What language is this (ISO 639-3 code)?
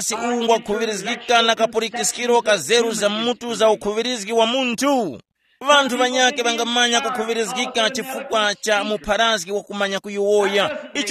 tum